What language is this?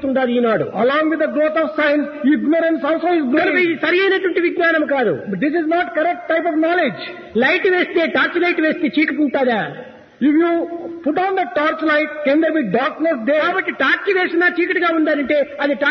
Telugu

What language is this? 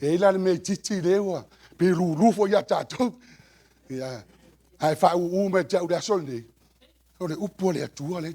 Samoan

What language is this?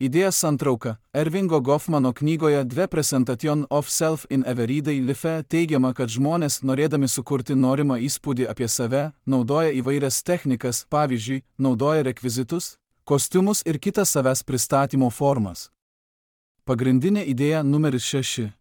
Lithuanian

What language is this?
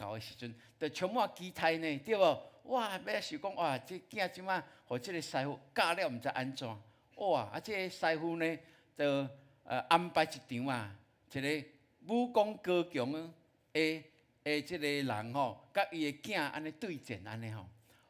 Min Nan Chinese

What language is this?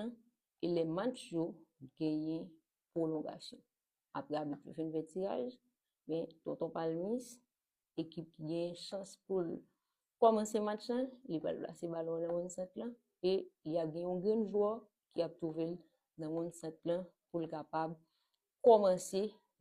Haitian Creole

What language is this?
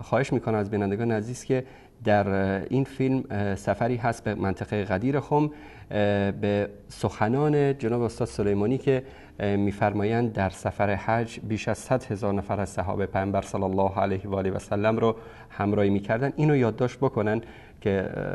Persian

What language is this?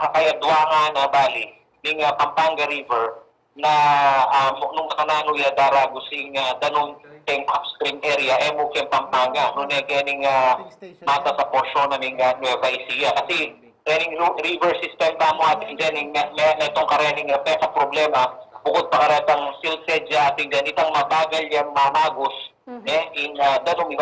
Pampanga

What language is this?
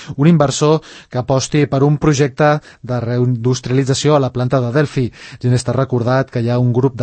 Catalan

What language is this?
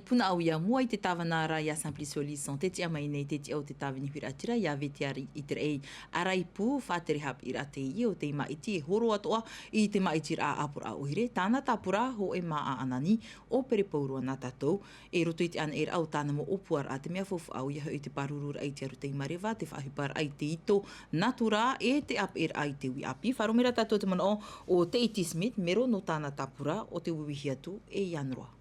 Tahitian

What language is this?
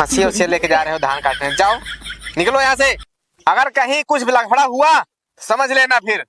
Awadhi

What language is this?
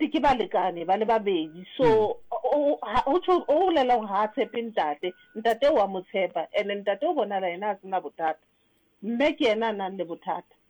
Southern Sotho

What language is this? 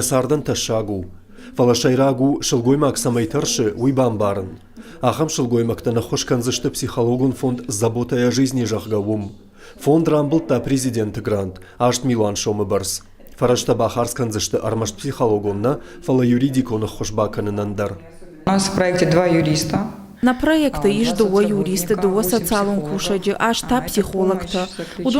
Ossetic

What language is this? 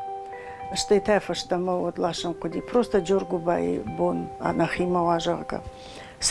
Ossetic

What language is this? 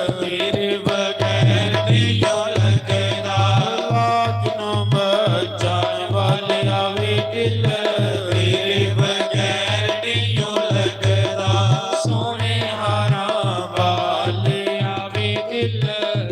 Dogri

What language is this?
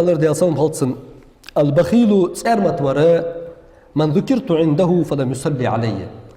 Ingush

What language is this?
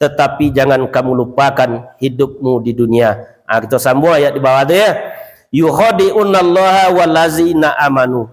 Minangkabau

